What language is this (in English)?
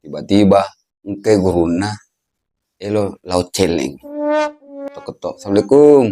Buginese